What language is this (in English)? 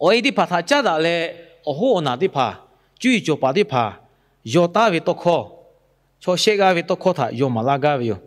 Lahu